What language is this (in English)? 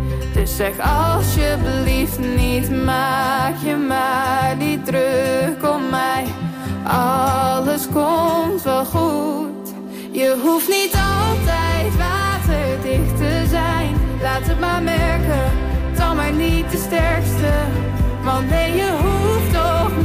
Dutch